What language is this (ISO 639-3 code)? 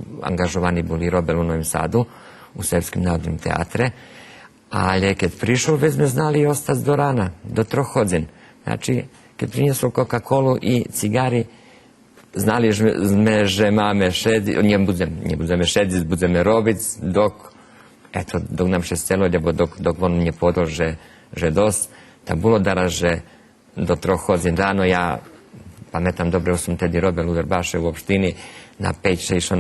rue